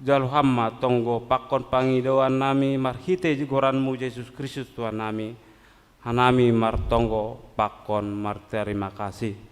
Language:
Batak Simalungun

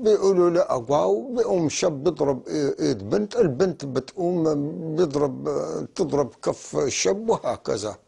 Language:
North Levantine Arabic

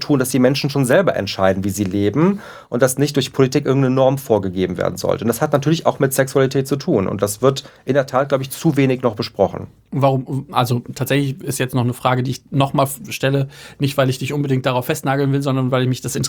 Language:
German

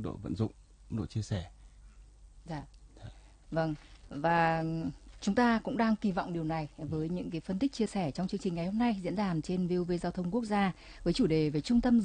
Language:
Vietnamese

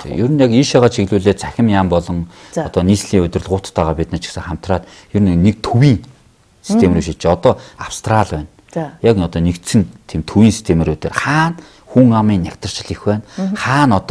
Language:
Mongolian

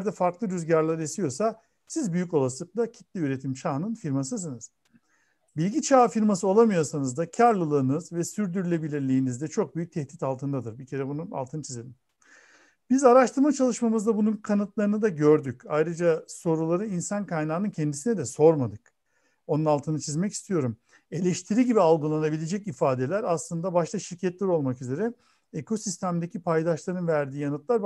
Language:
Turkish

